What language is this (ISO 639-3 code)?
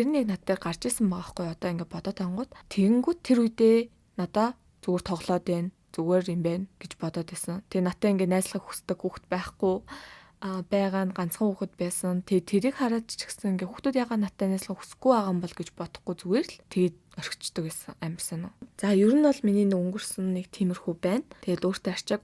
mon